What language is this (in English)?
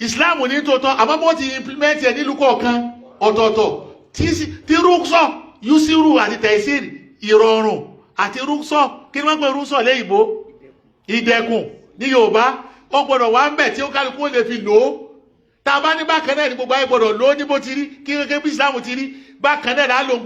Yoruba